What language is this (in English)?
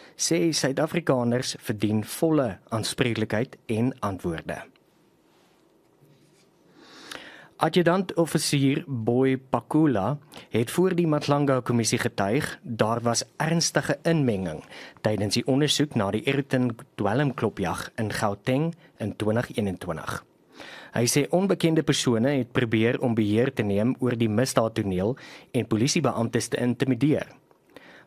Afrikaans